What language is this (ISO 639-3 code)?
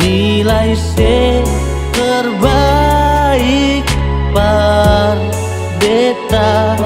abs